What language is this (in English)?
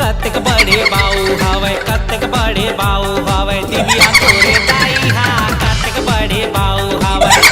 Chhattisgarhi